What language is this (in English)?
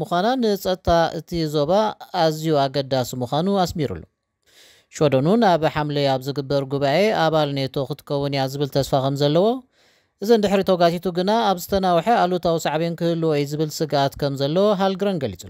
Tigrinya